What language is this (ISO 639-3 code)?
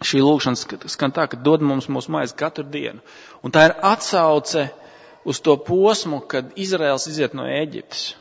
lav